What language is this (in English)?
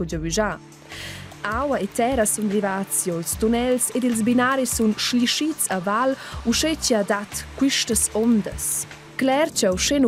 Romansh